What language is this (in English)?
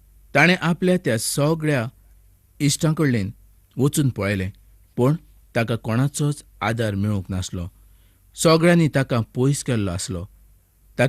Konkani